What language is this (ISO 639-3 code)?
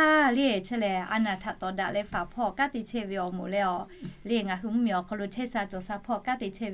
lhu